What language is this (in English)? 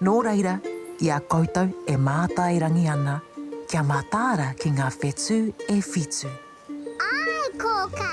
Māori